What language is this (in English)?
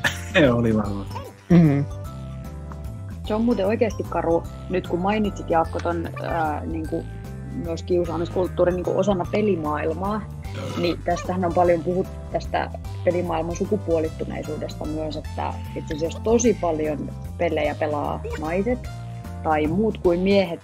Finnish